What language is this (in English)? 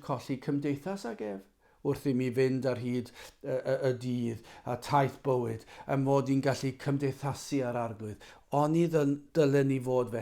Welsh